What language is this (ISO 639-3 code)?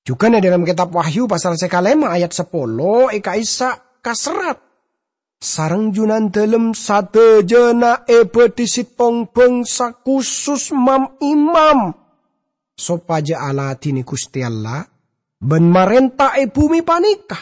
mad